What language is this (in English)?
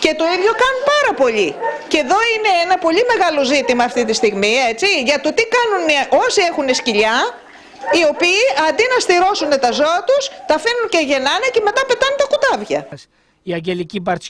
Greek